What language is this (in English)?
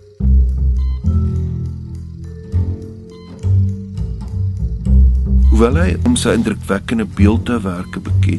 Afrikaans